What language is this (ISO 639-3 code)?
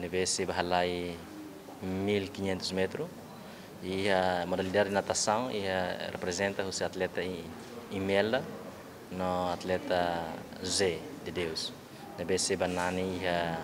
tet